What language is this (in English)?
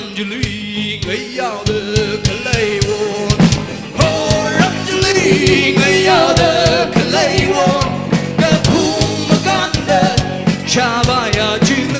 Tangkhul Naga (India)